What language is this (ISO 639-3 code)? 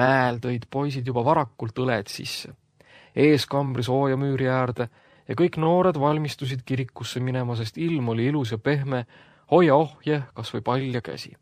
est